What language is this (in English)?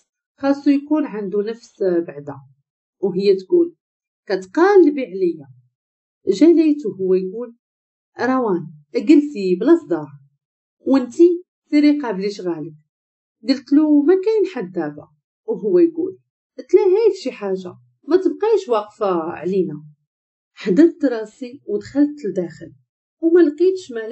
Moroccan Arabic